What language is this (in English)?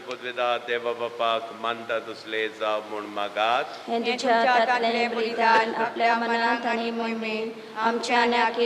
Konkani